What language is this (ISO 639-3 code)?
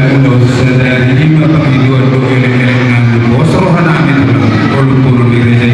bbc